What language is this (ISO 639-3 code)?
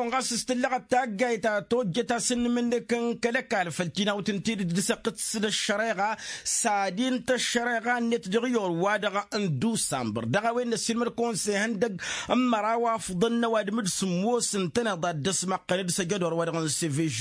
taq